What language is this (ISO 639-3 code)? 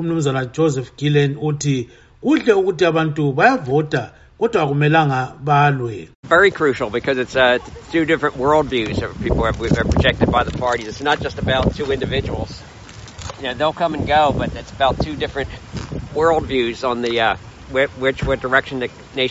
nde